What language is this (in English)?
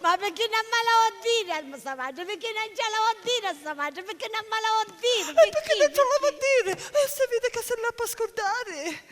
Sicilian